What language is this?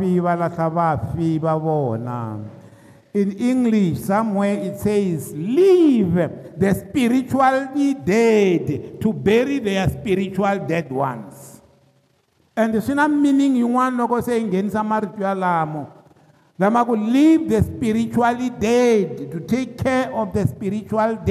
Tsonga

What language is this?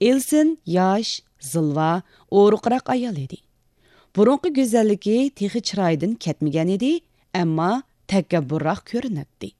Uyghur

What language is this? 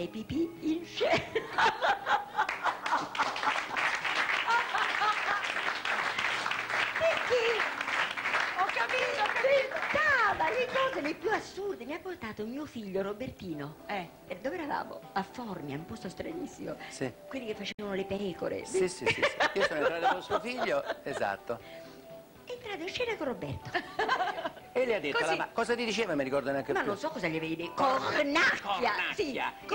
Italian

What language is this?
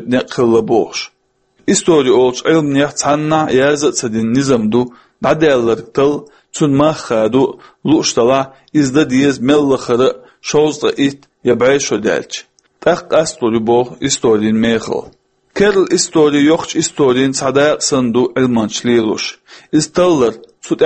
Chechen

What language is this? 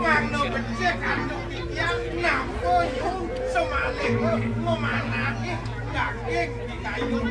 Balinese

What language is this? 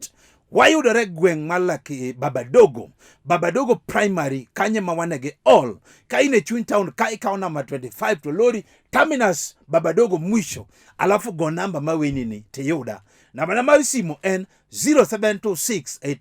Luo (Kenya and Tanzania)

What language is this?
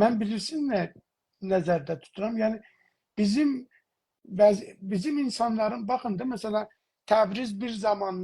South Azerbaijani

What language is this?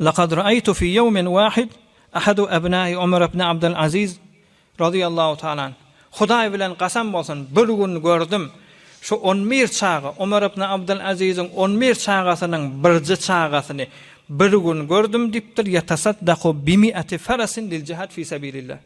Turkmen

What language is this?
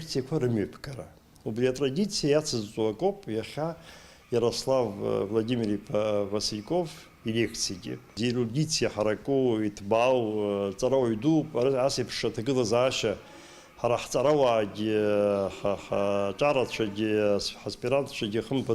Abkhazian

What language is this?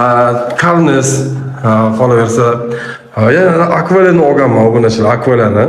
Uzbek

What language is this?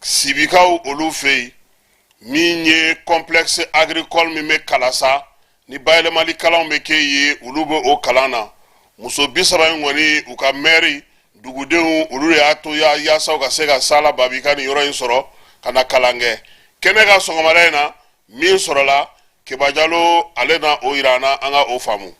Bambara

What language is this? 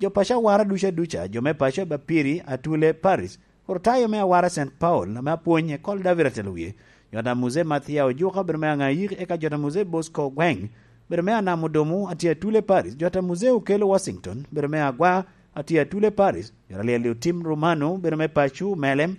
Lango (Uganda)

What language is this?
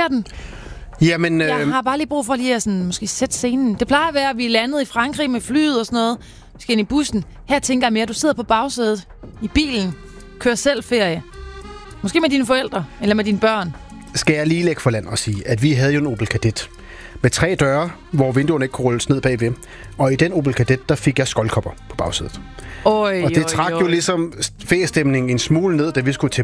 Danish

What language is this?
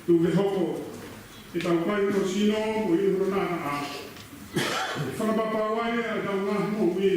Tongan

